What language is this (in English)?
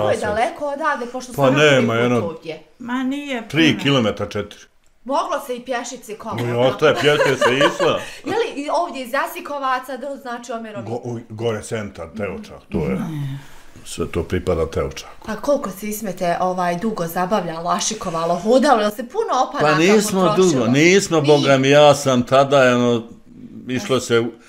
Bosnian